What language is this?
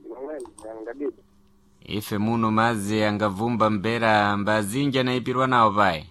Sena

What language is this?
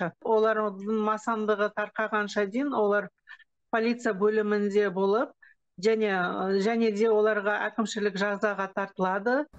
Kazakh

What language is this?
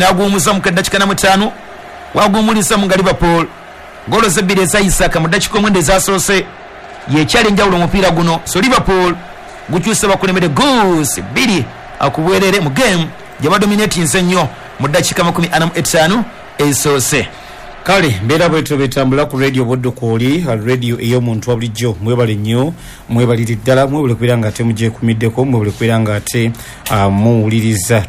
Ganda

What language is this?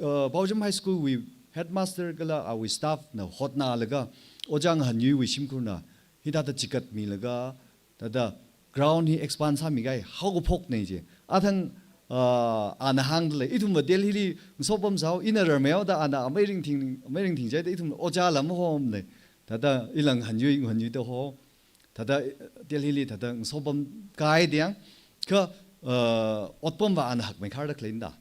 Tangkhul Naga (India)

